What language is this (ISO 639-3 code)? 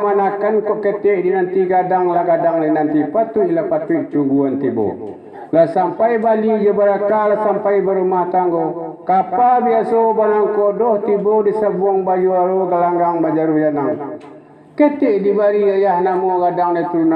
min